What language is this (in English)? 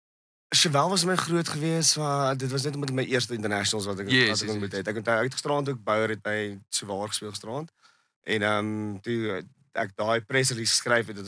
Afrikaans